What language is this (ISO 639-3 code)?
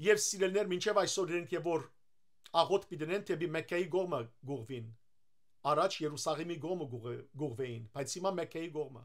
hyw